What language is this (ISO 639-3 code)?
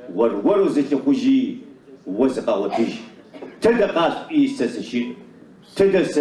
ady